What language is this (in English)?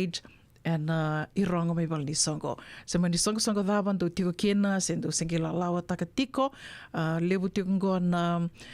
Fijian